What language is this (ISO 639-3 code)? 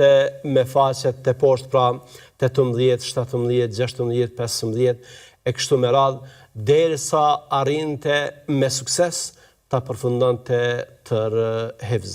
sqi